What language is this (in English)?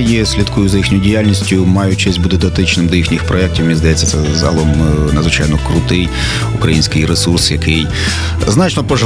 Ukrainian